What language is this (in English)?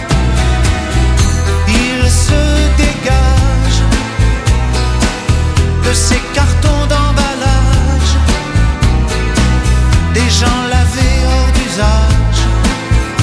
French